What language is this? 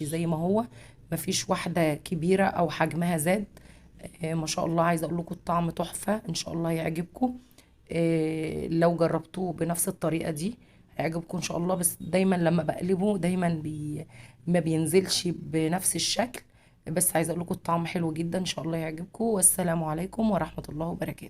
Egyptian Arabic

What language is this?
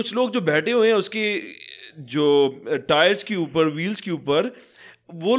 Hindi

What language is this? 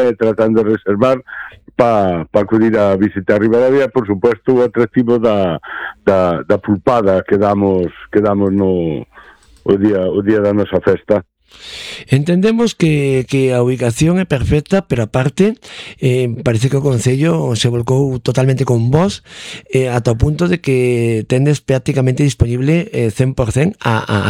Galician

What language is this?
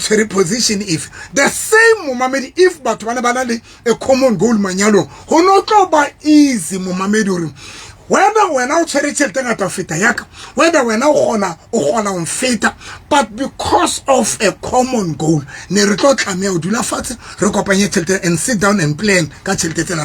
Southern Sotho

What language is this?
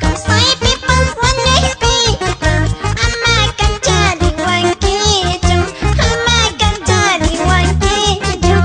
Quechua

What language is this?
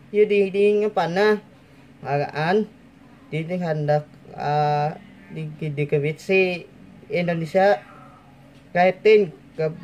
Banjar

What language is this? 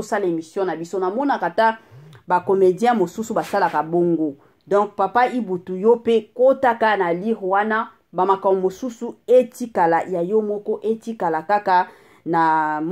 Lingala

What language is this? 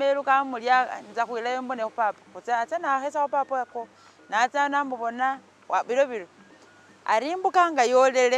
Masaaba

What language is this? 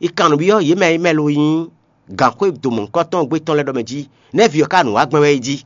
Fon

